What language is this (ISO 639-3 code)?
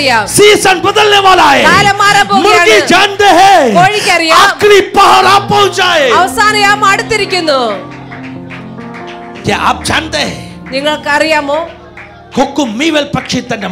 mal